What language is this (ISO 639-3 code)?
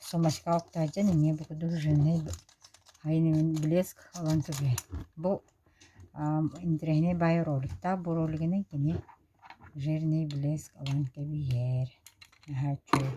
sah